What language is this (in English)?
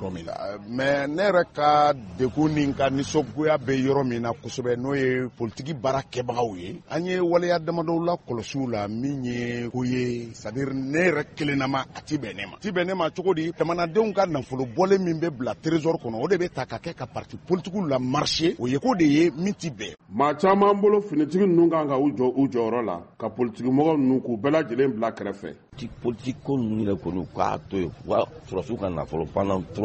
Bambara